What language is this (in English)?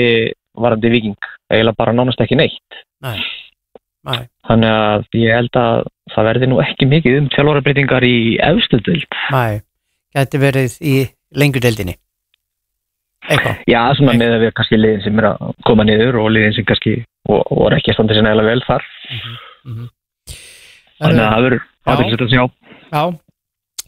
Icelandic